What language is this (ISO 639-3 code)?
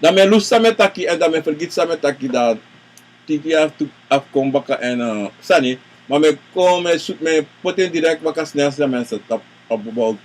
srn